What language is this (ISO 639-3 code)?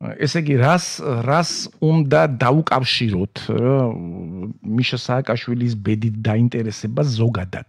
kat